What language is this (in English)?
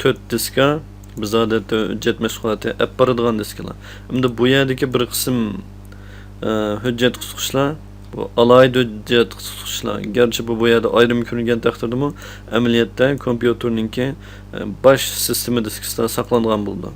Uyghur